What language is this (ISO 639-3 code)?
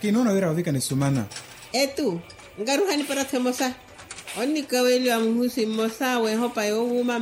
vmw